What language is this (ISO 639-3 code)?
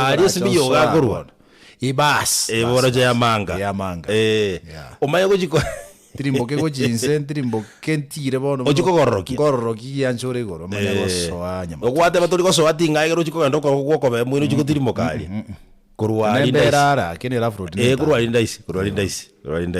guz